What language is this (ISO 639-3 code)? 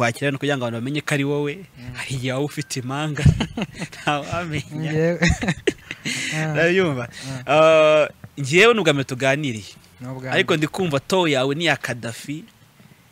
kin